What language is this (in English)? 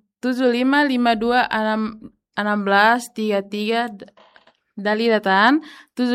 Tetum